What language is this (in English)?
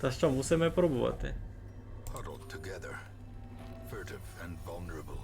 Rusyn